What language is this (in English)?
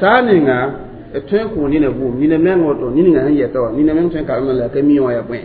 Mossi